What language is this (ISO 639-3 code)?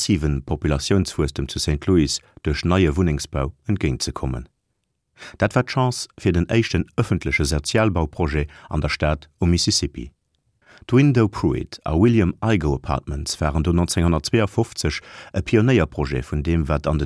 ltz